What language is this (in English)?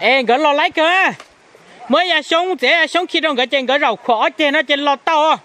Hmong